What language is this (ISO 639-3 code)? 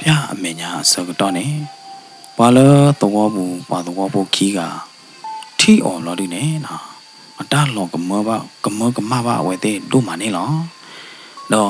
ksw